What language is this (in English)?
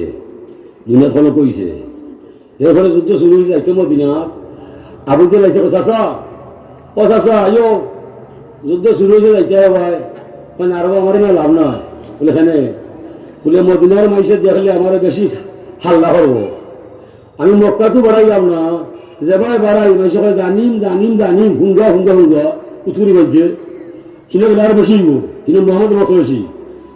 Sylheti